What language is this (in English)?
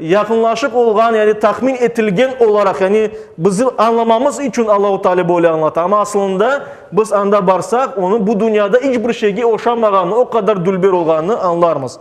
Crimean Tatar